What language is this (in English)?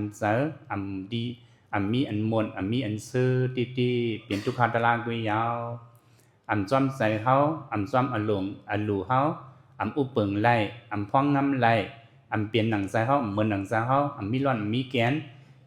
Shan